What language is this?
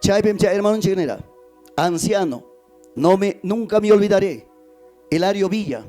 Ayacucho Quechua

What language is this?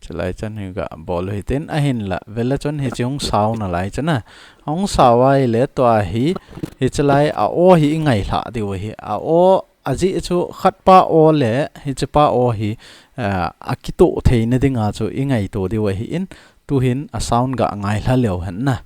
Thado Chin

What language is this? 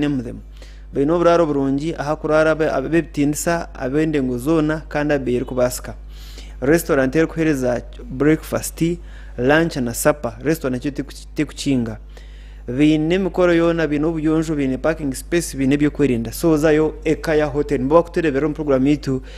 Nyankole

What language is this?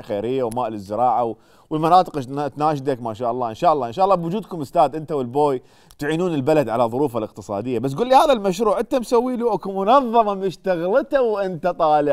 Mesopotamian Arabic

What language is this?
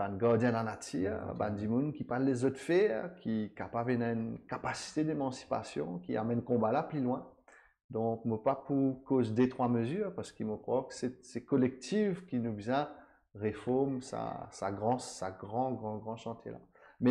Morisyen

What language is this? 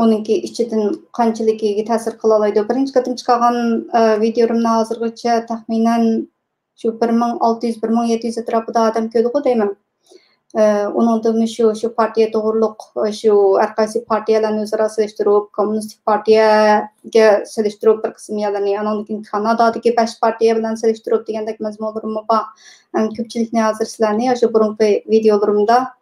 Uyghur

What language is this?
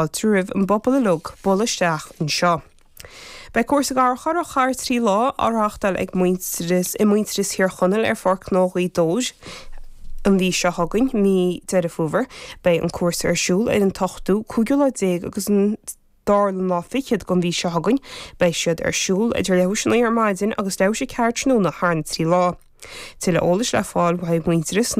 Irish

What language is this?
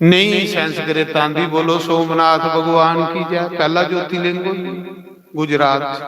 Dogri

